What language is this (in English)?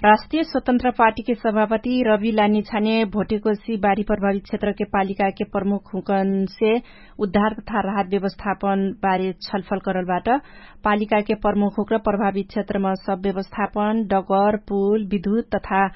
Dangaura Tharu